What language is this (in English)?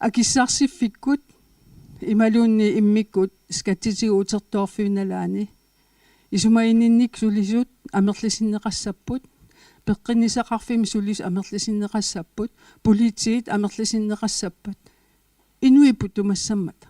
Kalaallisut